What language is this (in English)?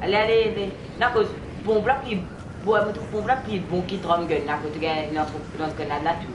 Morisyen